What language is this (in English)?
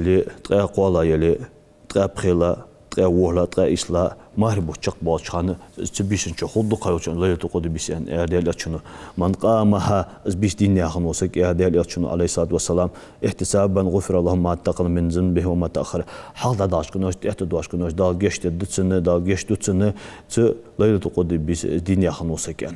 Ingush